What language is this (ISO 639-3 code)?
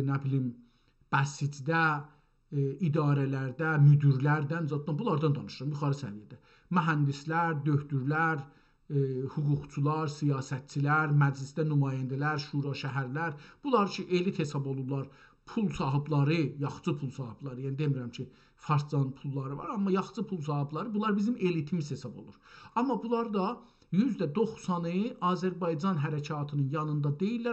azb